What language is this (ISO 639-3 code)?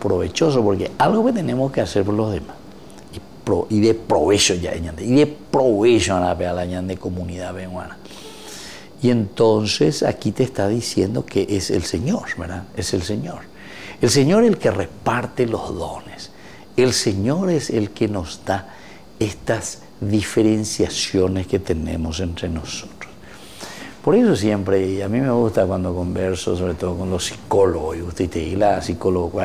spa